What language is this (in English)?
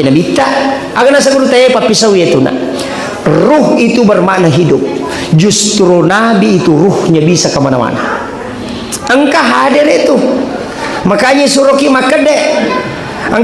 Buginese